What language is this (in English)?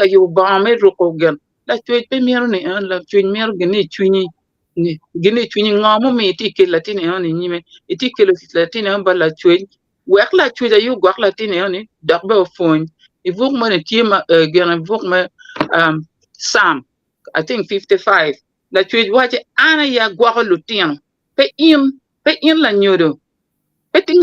Acoli